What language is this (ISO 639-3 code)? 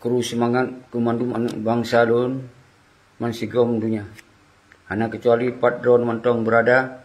ace